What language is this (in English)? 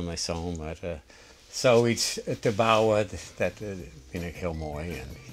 Western Frisian